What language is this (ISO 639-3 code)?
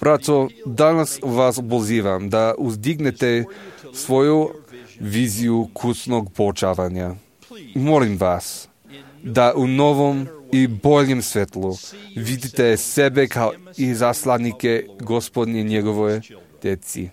srp